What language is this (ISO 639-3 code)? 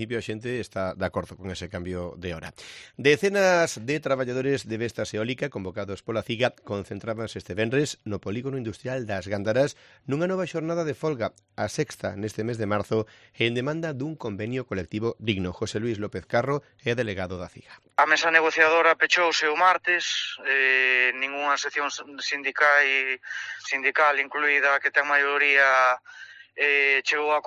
glg